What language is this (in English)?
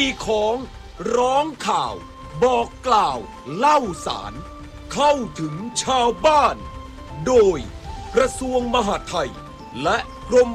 Thai